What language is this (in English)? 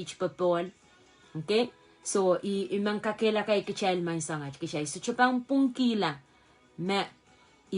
Pohnpeian